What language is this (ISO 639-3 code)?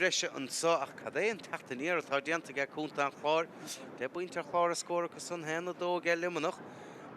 gle